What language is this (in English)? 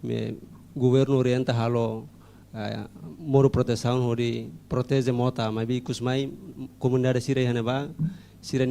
Tetum